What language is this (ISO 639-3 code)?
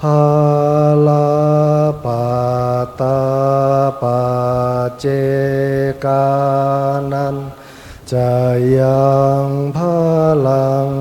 pli